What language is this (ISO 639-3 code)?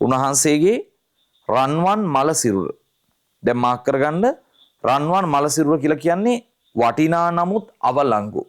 sin